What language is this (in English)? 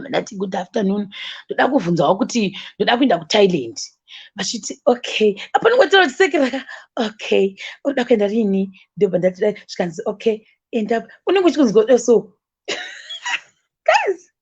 Shona